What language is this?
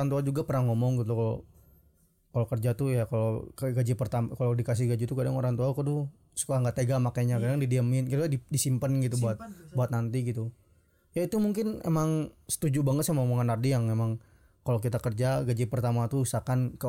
Indonesian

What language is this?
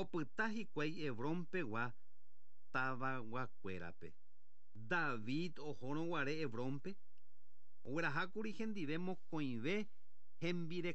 Guarani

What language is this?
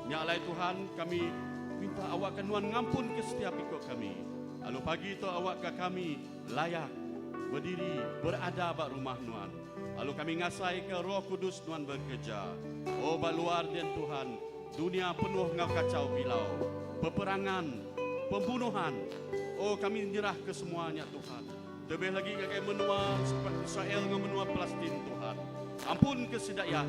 Iban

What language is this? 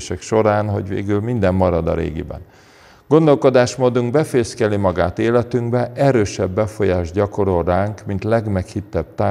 Hungarian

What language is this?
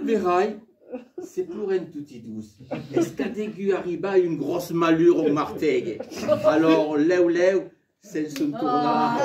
Occitan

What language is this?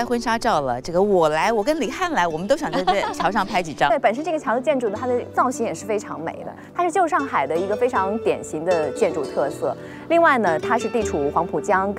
Chinese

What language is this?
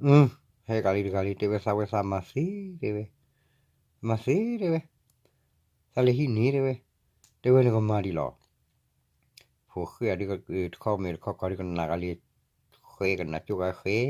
S'gaw Karen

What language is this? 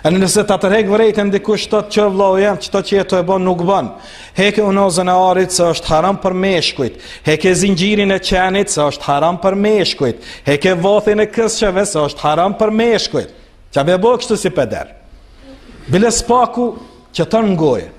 Albanian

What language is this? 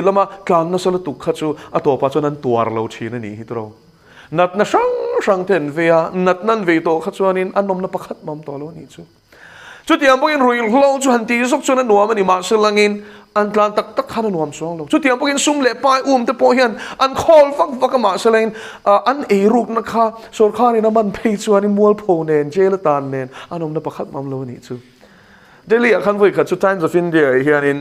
Mizo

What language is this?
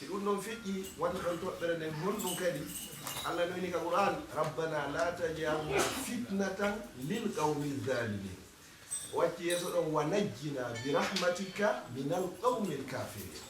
Fula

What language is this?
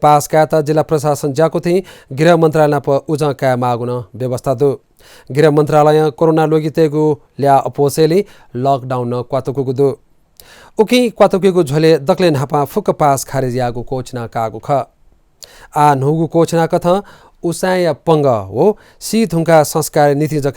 Newari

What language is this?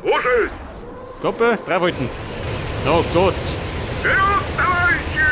Bavarian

